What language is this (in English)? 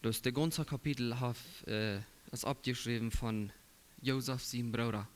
Plautdietsch